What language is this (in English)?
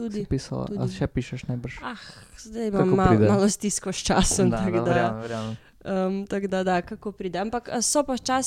Slovenian